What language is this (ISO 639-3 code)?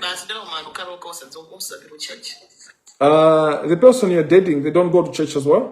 nya